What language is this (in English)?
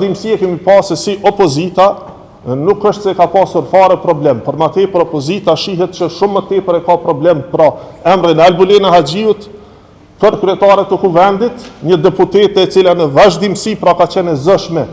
Albanian